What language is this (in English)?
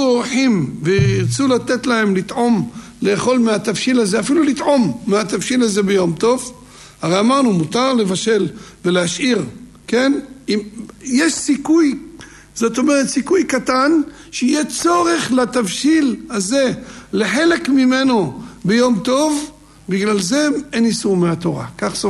Hebrew